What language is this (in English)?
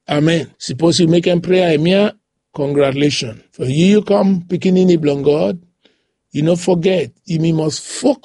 Bislama